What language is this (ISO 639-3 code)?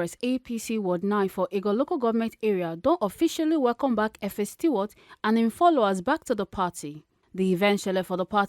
pcm